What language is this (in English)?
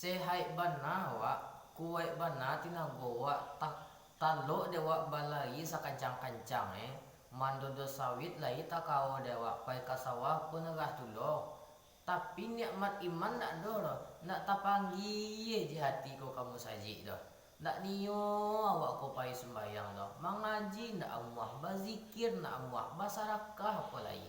Minangkabau